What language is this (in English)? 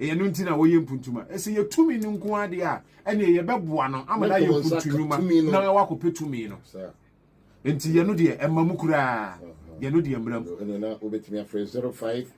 Akan